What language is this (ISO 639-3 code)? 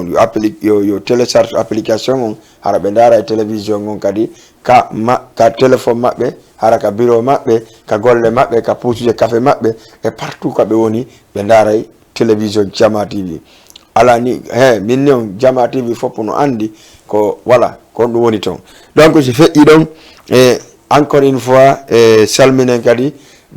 ful